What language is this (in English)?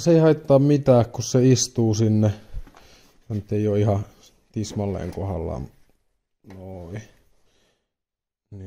Finnish